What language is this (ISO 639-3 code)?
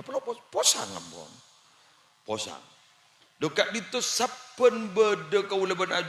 mad